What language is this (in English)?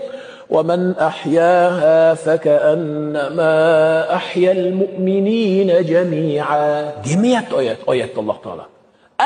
Uzbek